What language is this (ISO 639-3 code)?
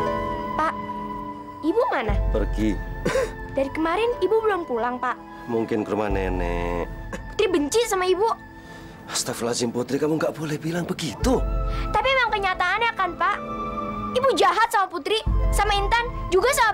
ind